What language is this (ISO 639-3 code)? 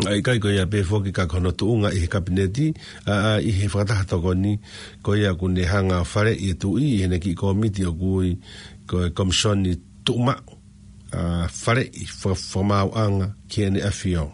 ton